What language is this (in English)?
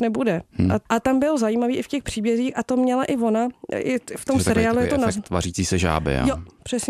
Czech